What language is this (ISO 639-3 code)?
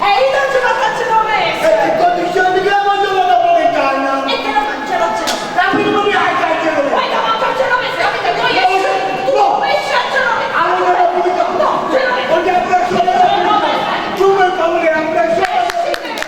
nap